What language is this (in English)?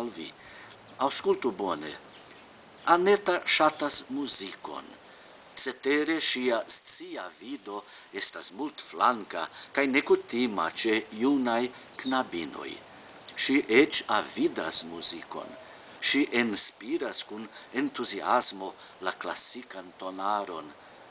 Esperanto